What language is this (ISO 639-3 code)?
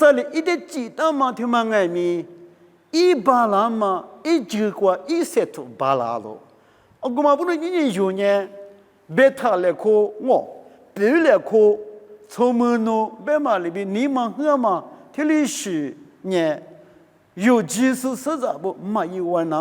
lis